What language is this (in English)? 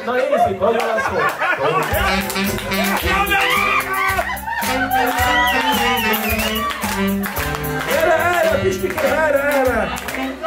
Hungarian